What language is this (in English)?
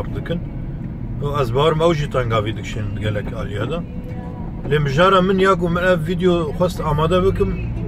Kurdish